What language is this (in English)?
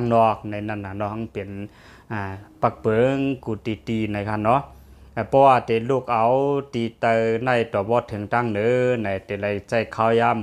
Shan